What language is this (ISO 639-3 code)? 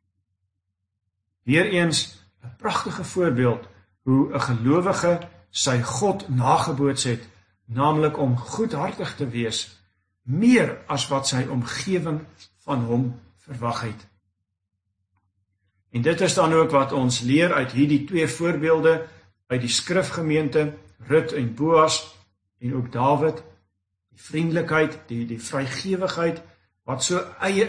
afr